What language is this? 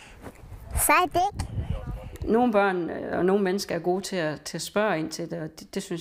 Danish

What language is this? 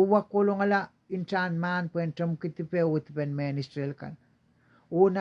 Pohnpeian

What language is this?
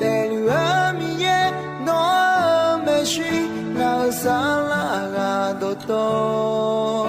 Akha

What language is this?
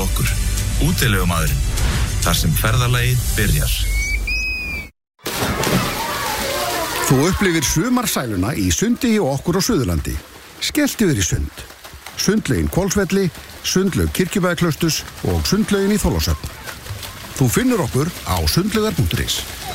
Icelandic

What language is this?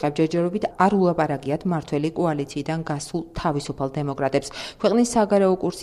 Georgian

